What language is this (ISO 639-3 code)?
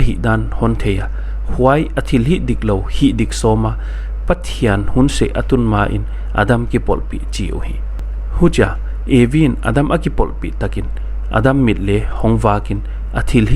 pck